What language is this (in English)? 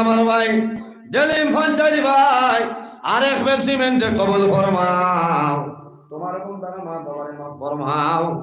Sylheti